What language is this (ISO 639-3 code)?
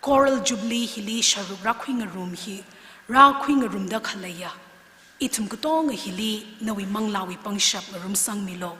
nmf